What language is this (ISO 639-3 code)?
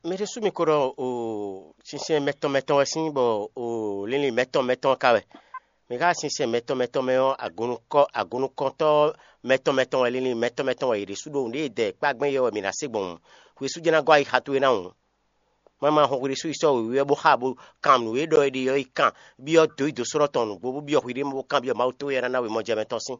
fon